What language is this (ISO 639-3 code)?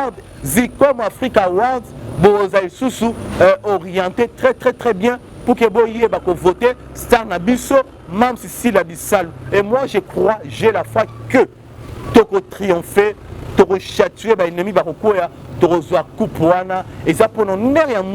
lin